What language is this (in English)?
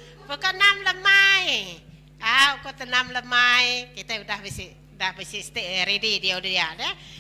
Iban